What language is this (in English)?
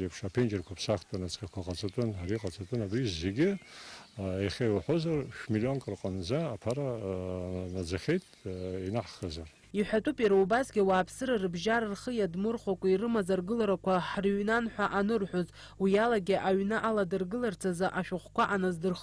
Abkhazian